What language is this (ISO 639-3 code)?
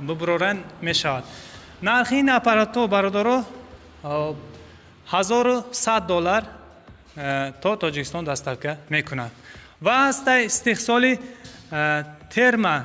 tgk